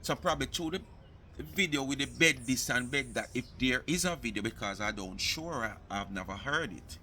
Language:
Jamaican Creole English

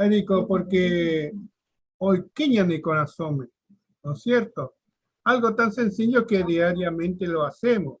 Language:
Guarani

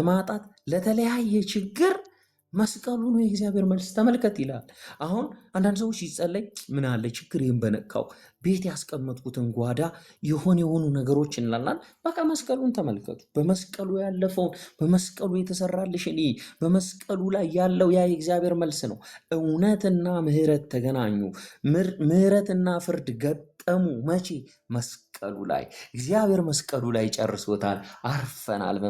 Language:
Amharic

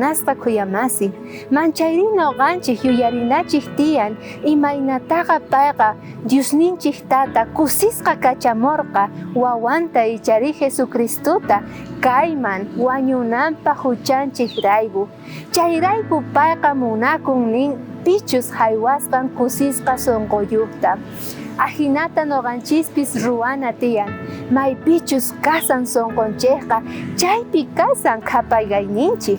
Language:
South Bolivian Quechua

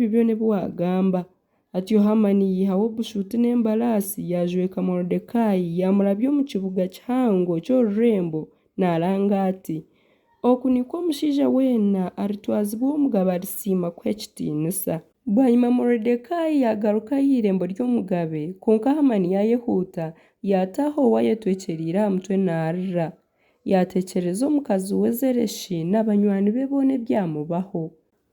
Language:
Nyankole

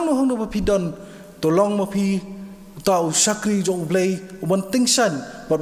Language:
Khasi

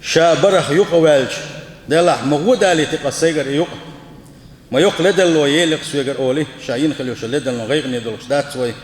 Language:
Chechen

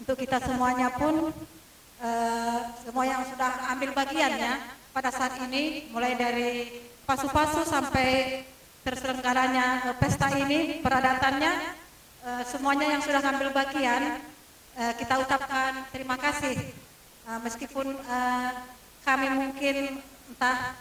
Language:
Batak Simalungun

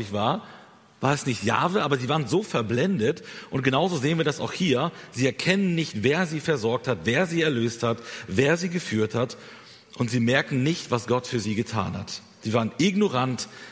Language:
German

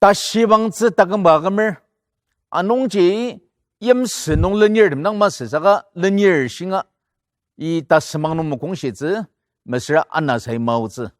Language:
Ao Naga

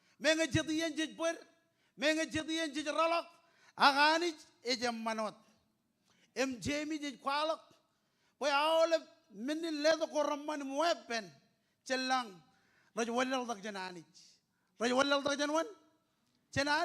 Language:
Marshallese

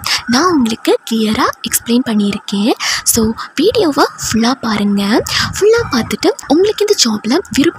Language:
Tamil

